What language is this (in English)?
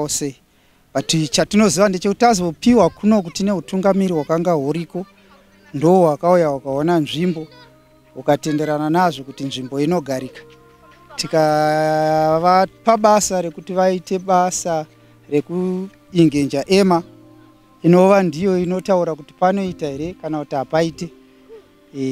Shona